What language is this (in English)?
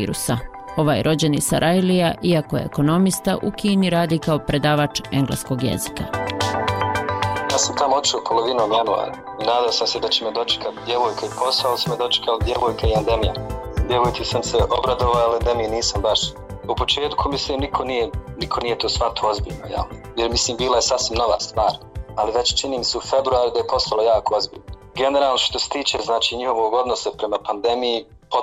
Bosnian